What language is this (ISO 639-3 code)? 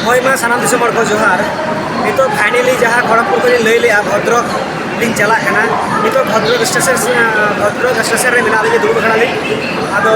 sat